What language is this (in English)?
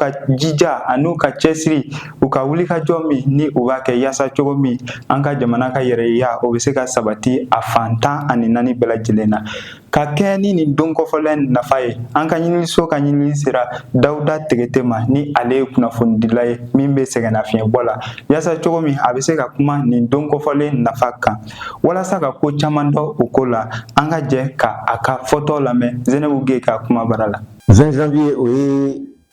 Bambara